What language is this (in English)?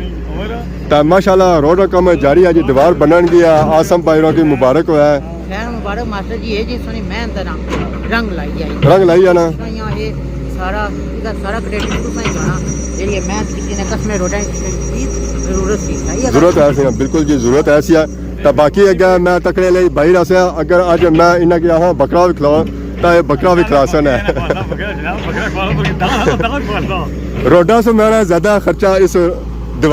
Pahari-Potwari